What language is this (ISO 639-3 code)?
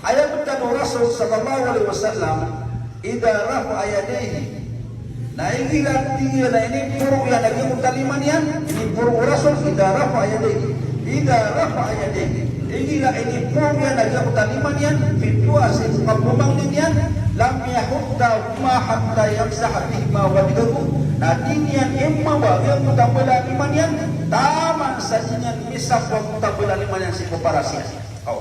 mrw